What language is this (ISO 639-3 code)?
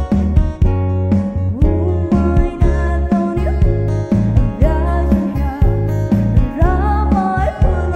pmx